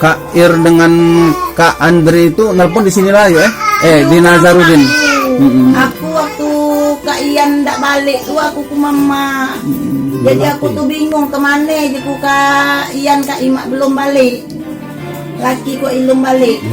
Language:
Musi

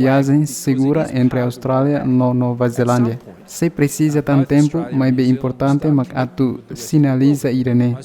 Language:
Tetum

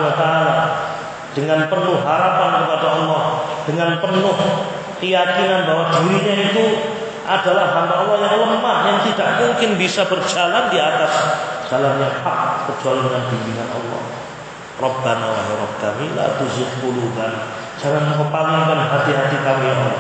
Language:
Indonesian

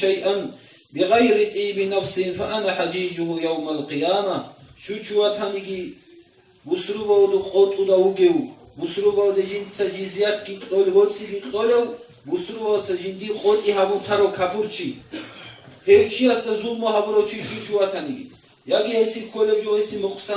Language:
Avaric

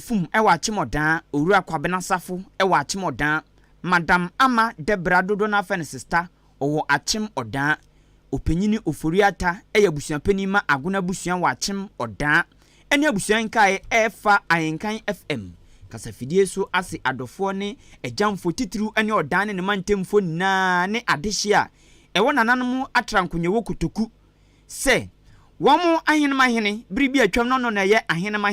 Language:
Akan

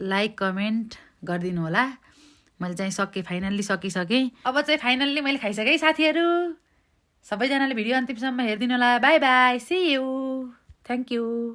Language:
Nepali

